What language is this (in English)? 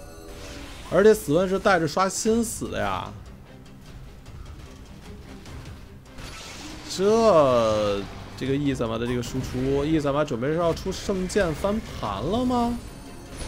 Chinese